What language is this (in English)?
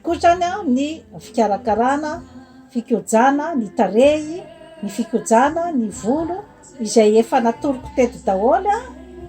Malagasy